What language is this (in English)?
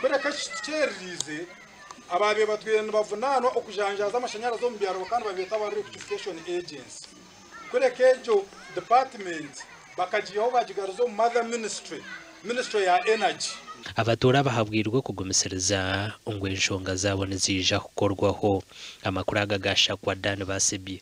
Nyankole